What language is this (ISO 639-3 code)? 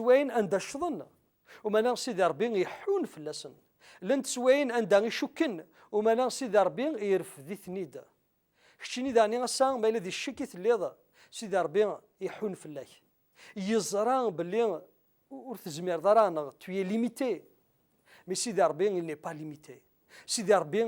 kab